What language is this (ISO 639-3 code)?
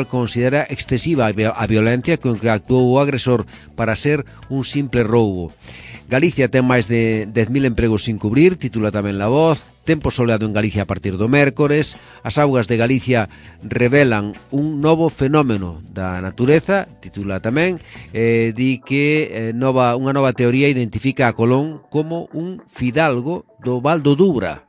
glg